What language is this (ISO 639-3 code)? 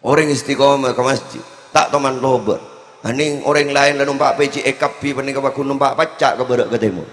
mad